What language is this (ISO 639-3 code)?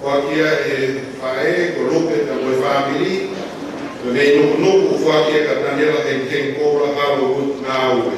ton